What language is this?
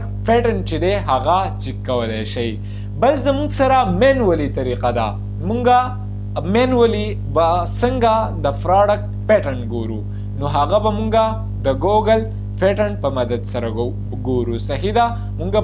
Pashto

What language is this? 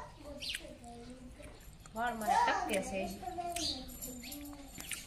Gujarati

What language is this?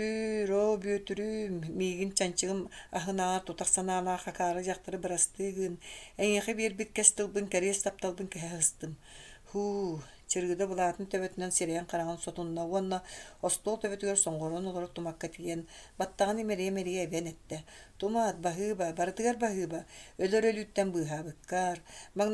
Yakut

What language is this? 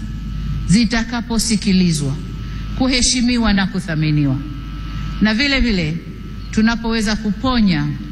Swahili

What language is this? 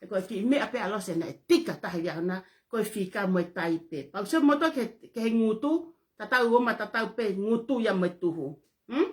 Tongan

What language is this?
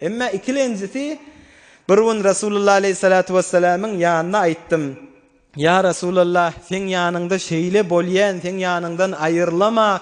Turkmen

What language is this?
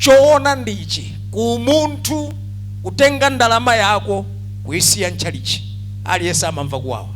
Nyanja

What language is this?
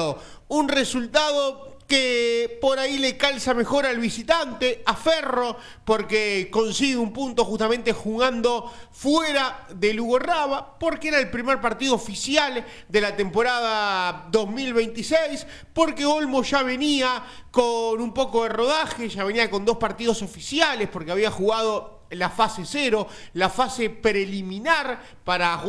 Spanish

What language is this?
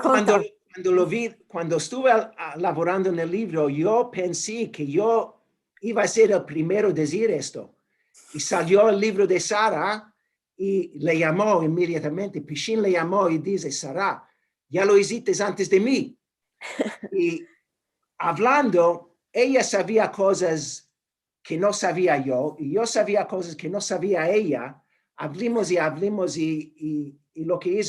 Ladino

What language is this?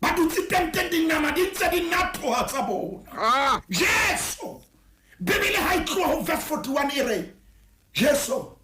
Southern Sotho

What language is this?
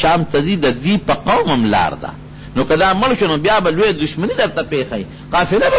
Pashto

